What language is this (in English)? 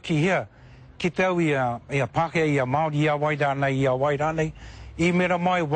Māori